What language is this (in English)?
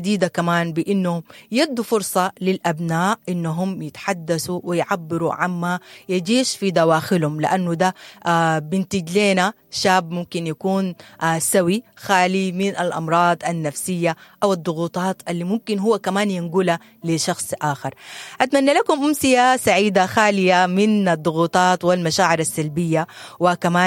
Sudanese Arabic